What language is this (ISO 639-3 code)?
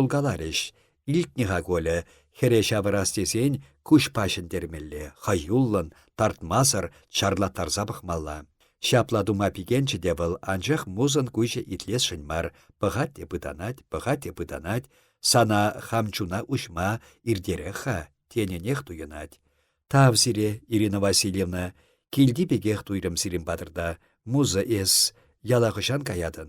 chv